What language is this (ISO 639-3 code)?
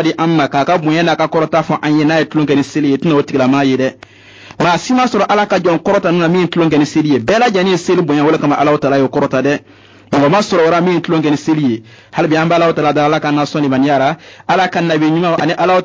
bam